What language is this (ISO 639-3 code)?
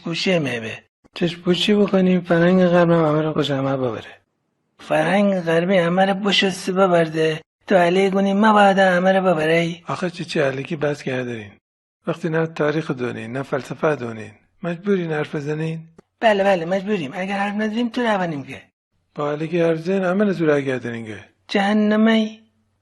glk